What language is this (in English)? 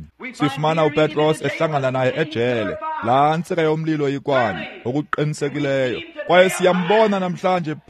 Xhosa